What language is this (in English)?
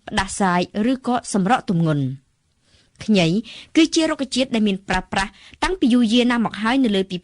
Khmer